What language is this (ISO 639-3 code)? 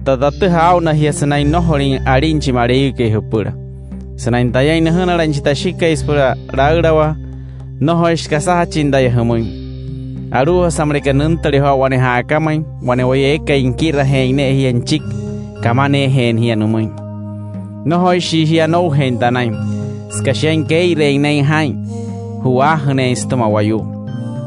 guc